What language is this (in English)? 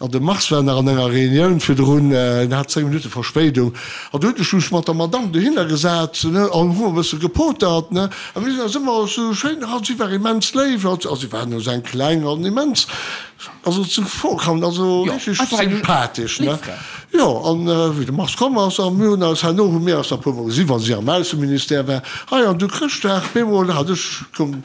Luxembourgish